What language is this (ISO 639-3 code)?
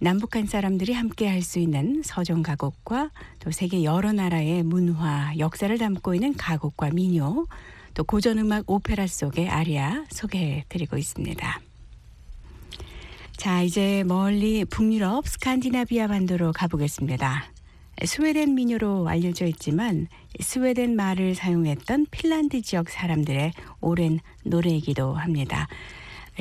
kor